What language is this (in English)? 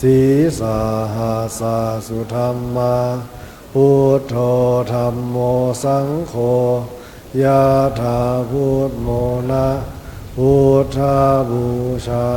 Pali